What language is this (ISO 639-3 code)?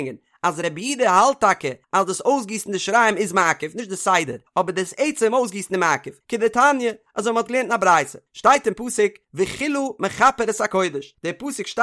yid